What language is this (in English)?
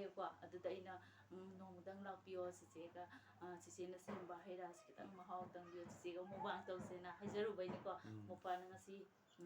Manipuri